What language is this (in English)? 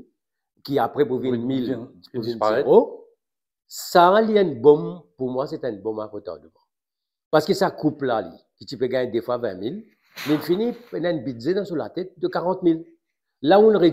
Morisyen